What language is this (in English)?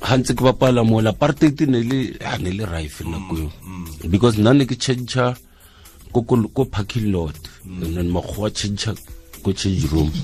Tswana